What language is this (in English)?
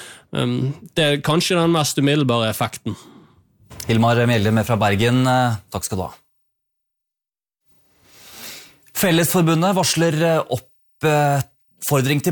Norwegian